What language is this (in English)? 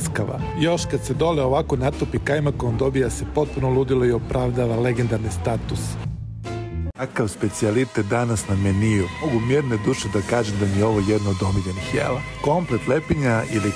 Serbian